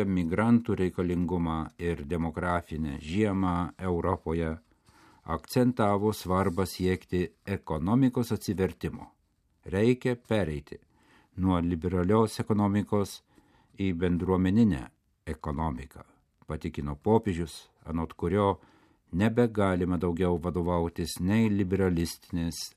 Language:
Lithuanian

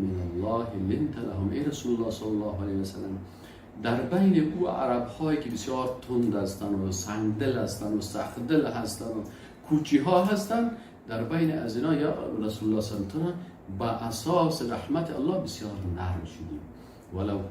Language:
Persian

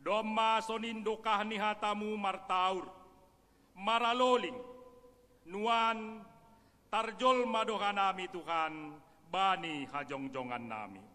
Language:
Batak Simalungun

